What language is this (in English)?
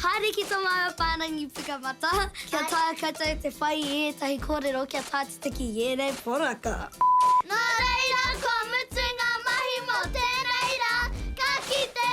Māori